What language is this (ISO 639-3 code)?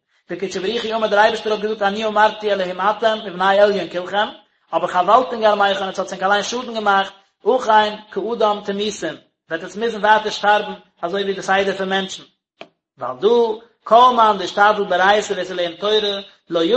yid